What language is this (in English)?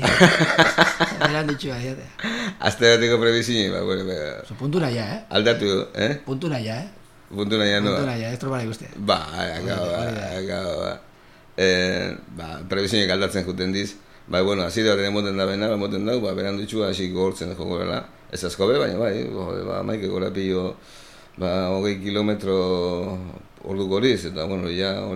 Basque